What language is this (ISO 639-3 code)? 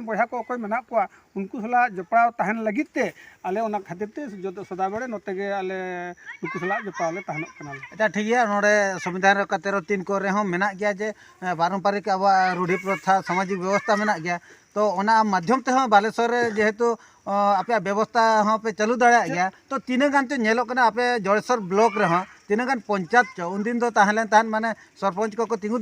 sat